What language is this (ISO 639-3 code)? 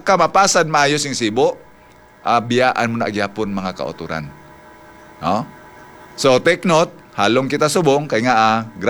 hil